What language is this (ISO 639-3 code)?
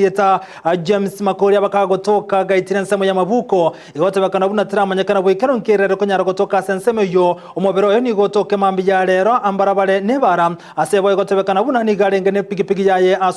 guz